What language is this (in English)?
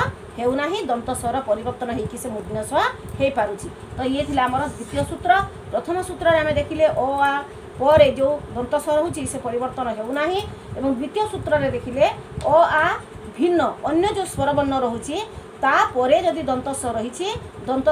Odia